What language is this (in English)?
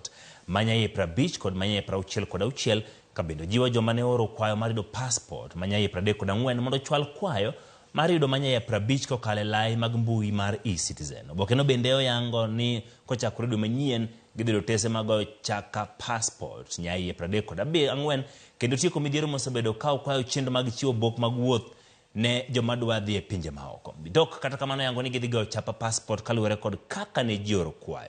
Luo (Kenya and Tanzania)